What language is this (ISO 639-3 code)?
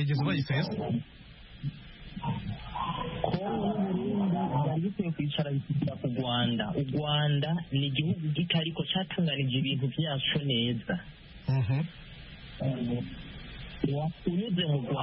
kin